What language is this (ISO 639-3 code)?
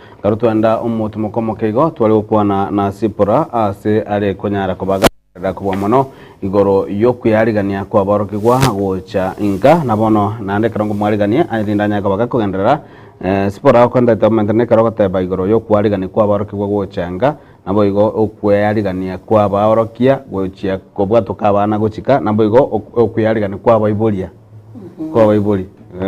guz